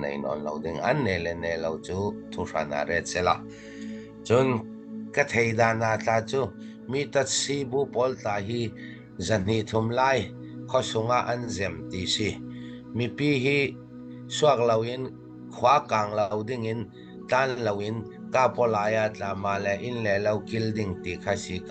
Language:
Falam Chin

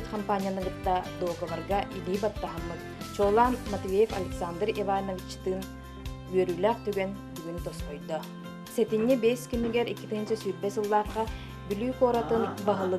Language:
Yakut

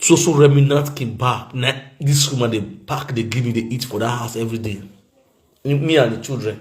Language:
Nigerian Pidgin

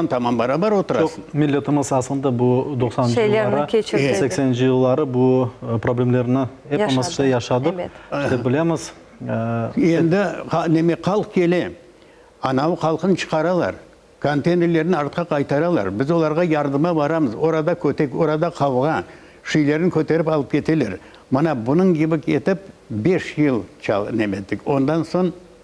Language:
Crimean Tatar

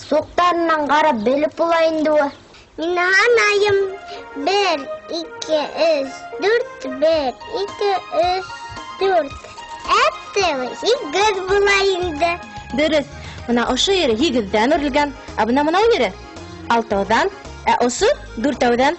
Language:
Bashkir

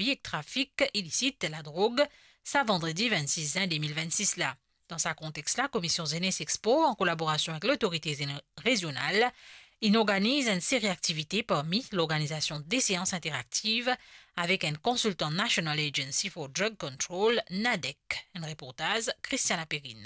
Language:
Morisyen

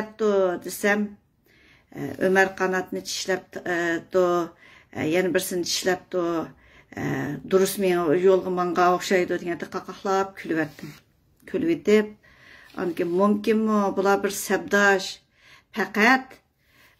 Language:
Uyghur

